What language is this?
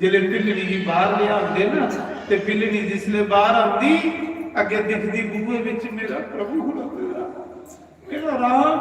Dogri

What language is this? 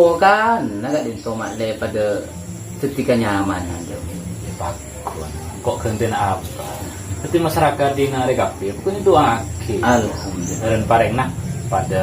Madurese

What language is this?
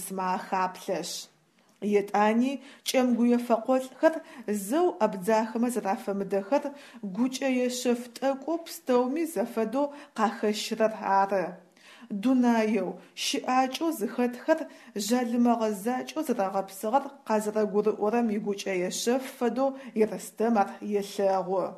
Adyghe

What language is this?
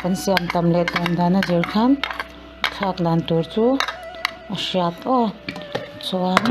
Mizo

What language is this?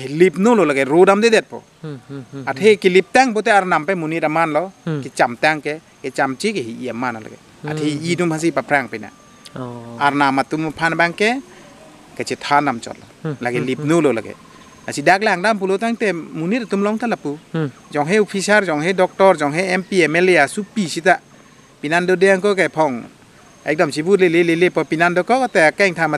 Karbi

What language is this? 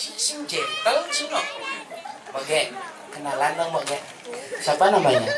Balinese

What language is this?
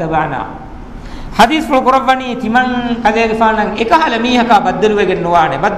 Divehi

